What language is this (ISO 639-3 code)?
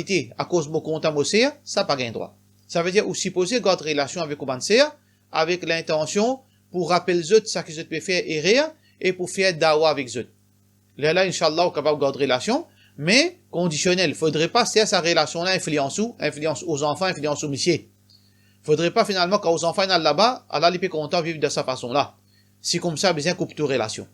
mfe